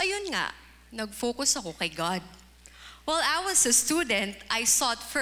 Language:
Filipino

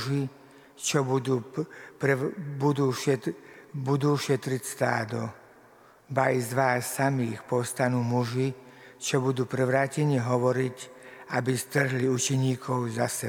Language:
Slovak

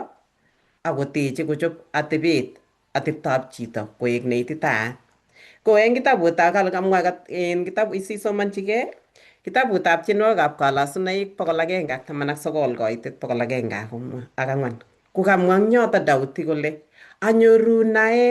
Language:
Kalenjin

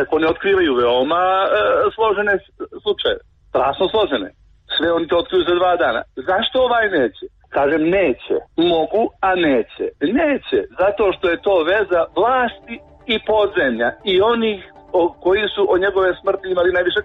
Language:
Serbian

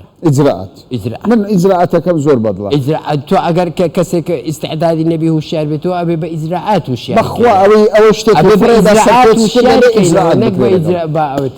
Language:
Central Kurdish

